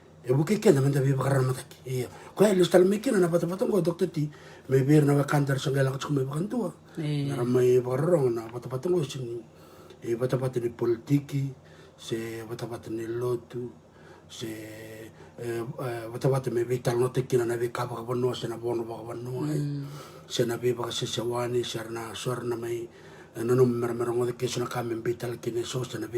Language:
Fijian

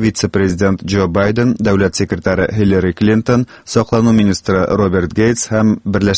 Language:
Tatar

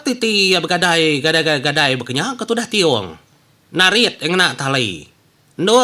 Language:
Iban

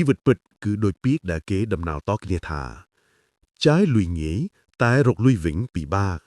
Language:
Khmer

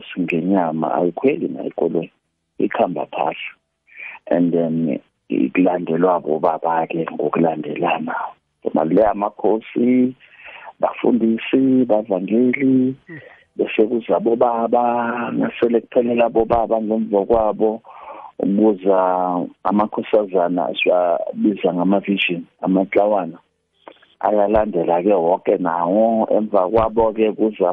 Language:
South Ndebele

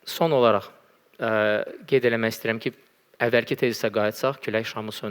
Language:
Azerbaijani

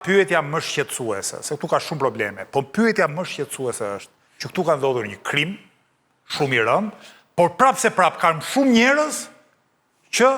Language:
Albanian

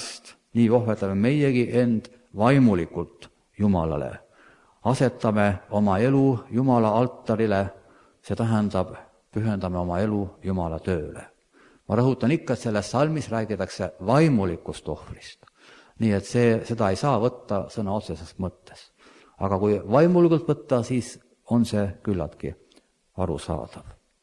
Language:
Estonian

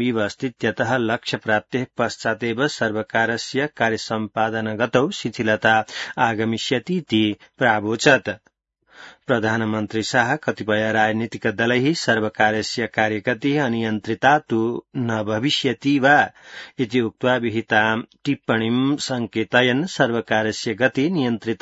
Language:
Sanskrit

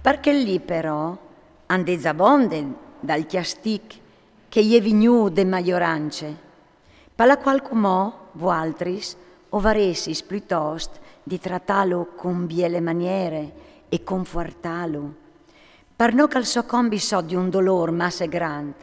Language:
Friulian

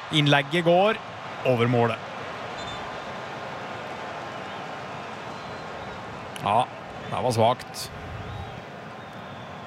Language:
Norwegian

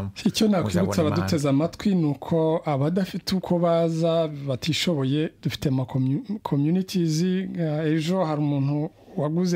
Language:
Kinyarwanda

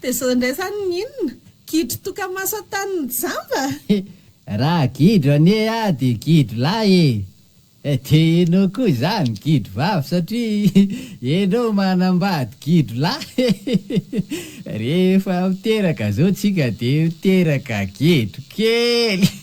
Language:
Malagasy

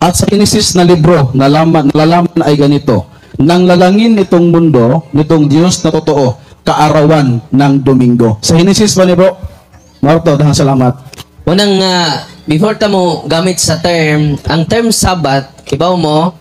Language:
Cebuano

